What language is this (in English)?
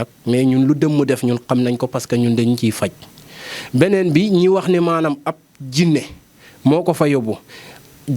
Wolof